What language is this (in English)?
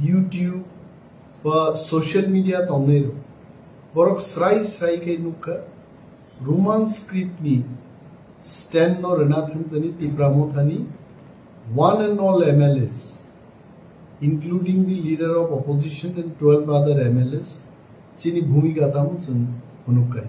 Kok Borok